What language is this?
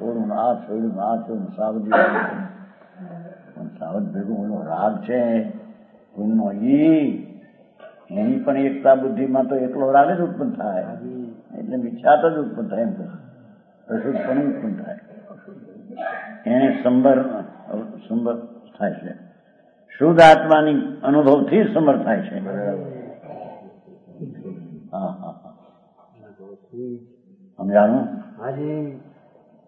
Gujarati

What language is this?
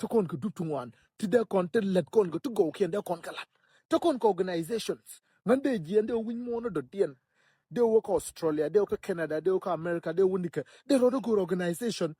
Nuer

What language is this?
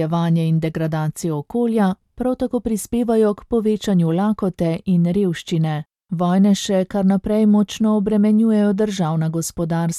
Slovenian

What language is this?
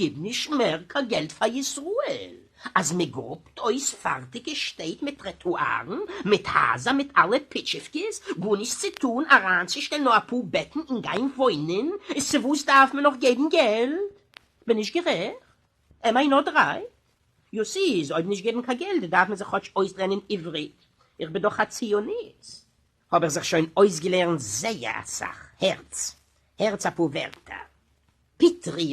Yiddish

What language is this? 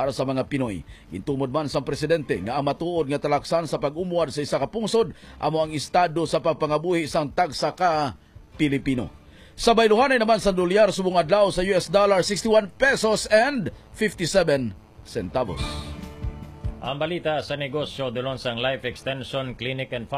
Hiligaynon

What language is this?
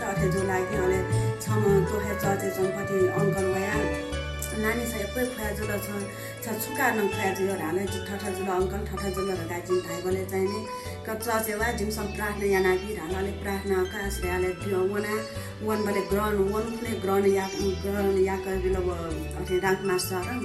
Newari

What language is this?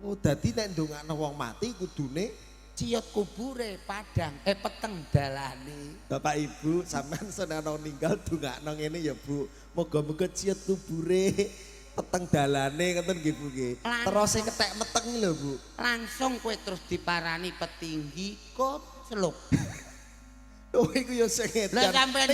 Javanese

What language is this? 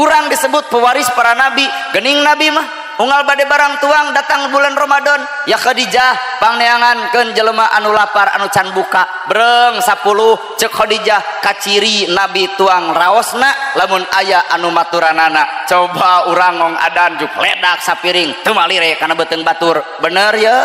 Sundanese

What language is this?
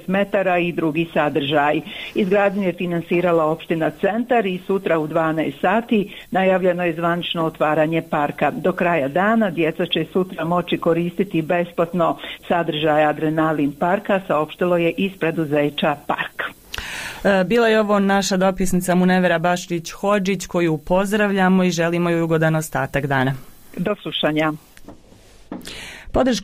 Bosnian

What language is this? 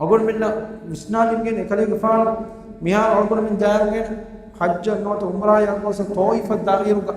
Divehi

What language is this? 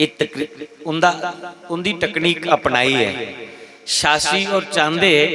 Dogri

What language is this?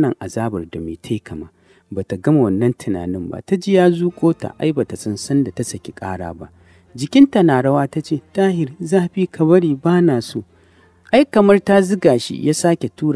Hausa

